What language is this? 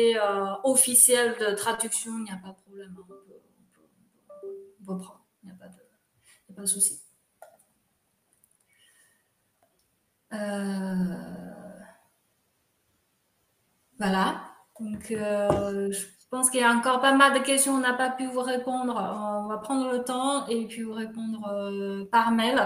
French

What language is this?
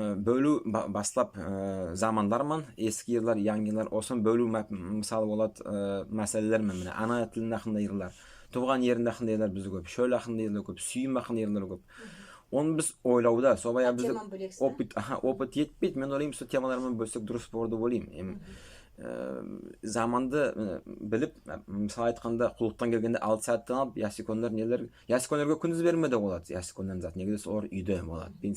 Nogai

